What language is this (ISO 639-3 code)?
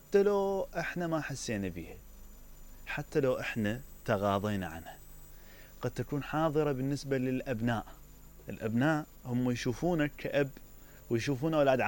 acm